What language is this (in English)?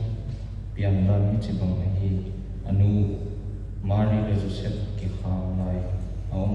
Paite Chin